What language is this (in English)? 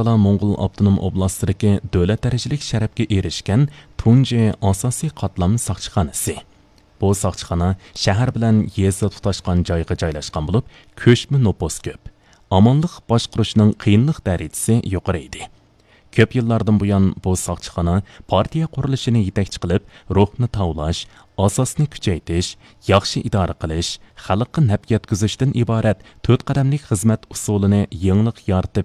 Uyghur